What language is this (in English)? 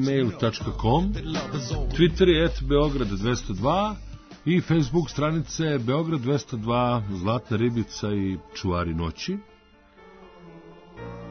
Serbian